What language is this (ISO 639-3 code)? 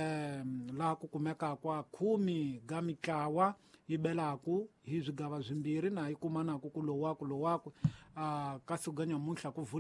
tso